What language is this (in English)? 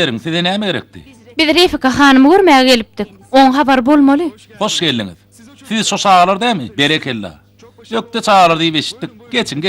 Turkmen